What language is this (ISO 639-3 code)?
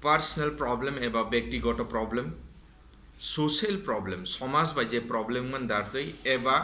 trp